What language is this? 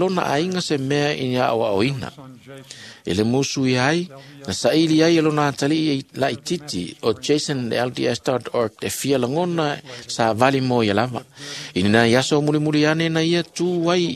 Samoan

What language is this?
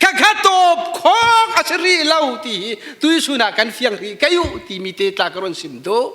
Falam Chin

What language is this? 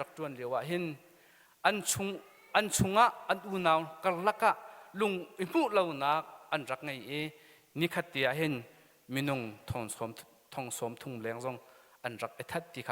Hakha Chin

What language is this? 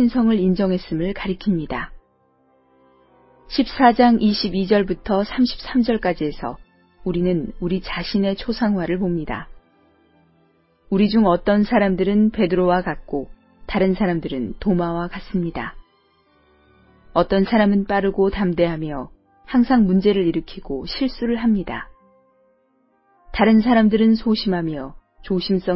Korean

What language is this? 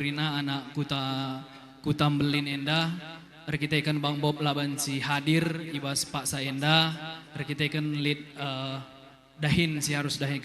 Batak Karo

